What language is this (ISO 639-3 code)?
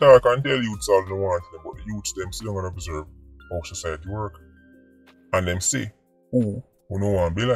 jam